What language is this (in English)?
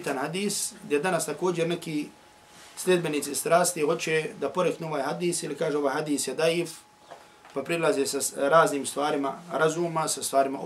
Bosnian